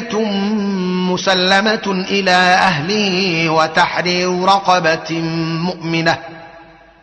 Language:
Arabic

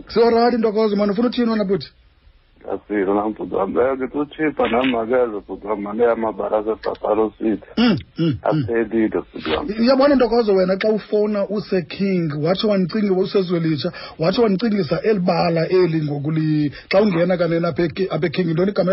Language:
Xhosa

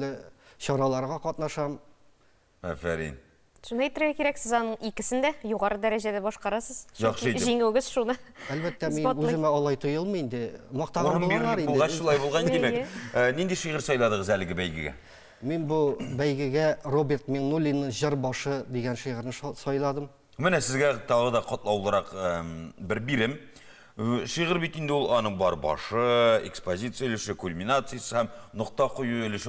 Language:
Tatar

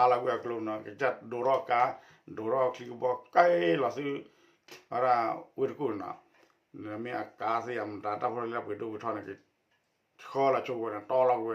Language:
S'gaw Karen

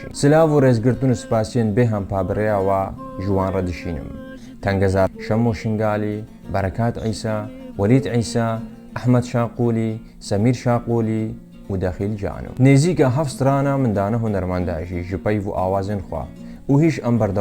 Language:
Kurdish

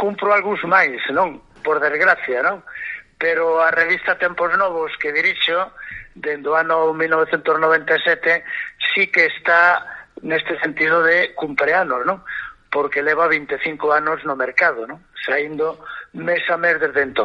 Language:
Galician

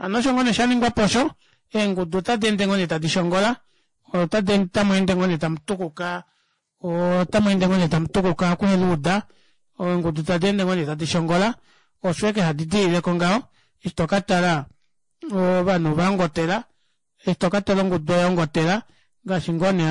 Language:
Kuanyama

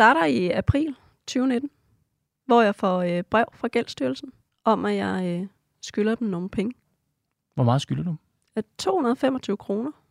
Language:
Danish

